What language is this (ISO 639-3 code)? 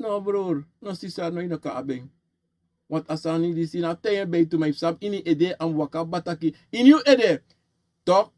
srn